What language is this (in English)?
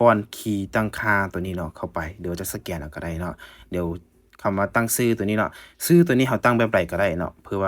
Lao